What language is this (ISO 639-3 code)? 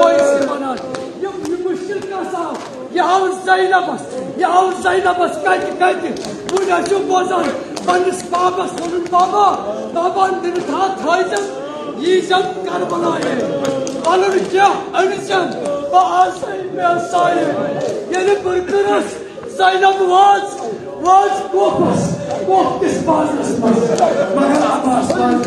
kas